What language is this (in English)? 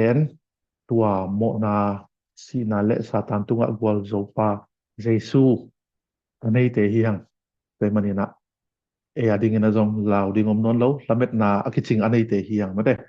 Tedim Chin